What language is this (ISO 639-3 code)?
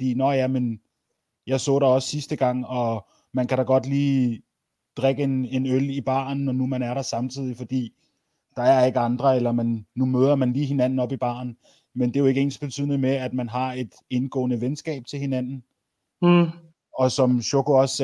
dan